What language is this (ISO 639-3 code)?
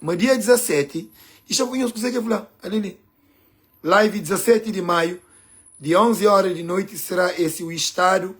kea